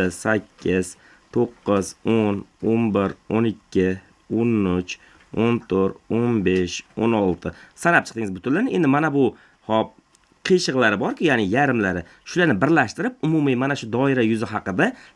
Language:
Uzbek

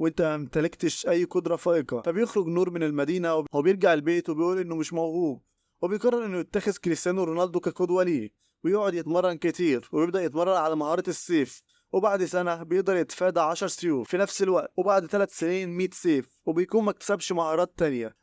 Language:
Egyptian Arabic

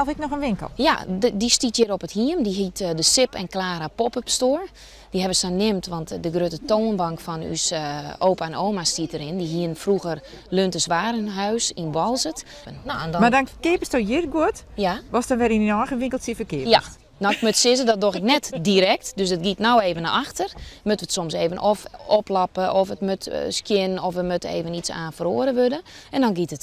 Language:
Western Frisian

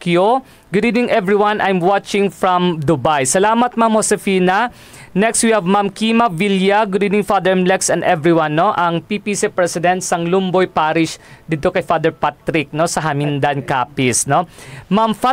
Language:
Hiligaynon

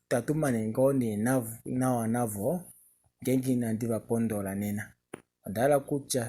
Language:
Kuanyama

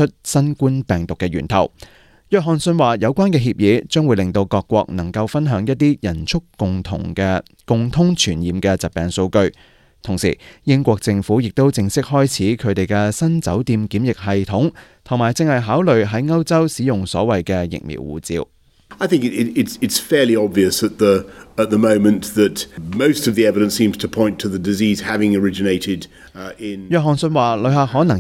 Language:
Cantonese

